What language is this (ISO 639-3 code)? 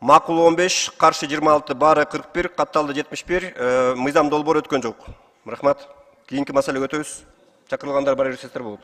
kir